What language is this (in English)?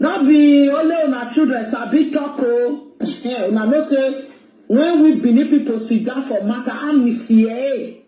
Nigerian Pidgin